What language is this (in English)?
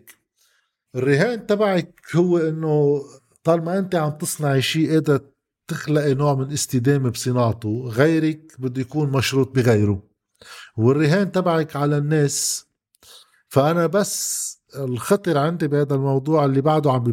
North Levantine Arabic